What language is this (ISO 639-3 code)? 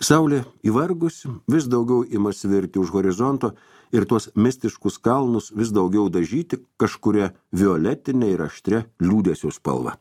lit